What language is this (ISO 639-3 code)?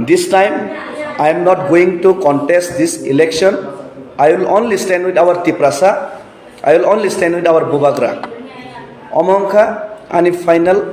trp